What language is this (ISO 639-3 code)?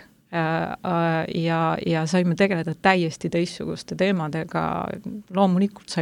est